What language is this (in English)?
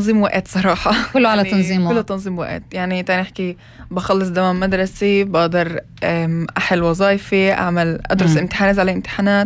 North Levantine Arabic